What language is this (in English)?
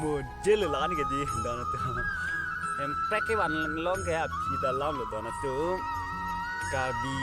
Karbi